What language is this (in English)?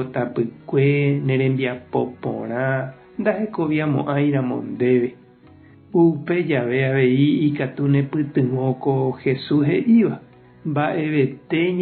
Guarani